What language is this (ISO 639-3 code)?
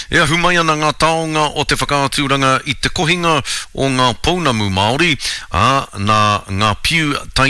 mri